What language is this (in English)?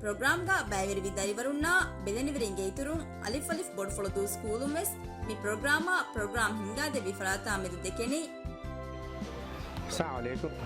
Divehi